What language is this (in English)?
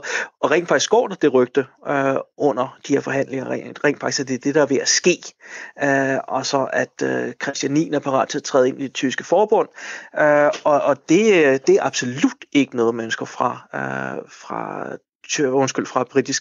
Danish